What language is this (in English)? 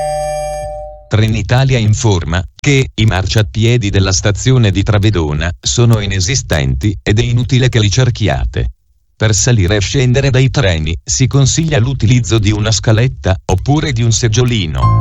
Italian